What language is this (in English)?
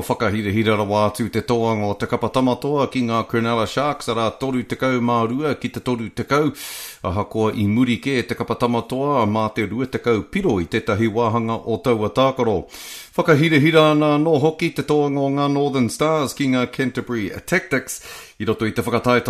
Māori